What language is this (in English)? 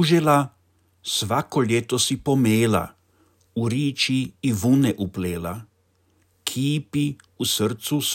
Croatian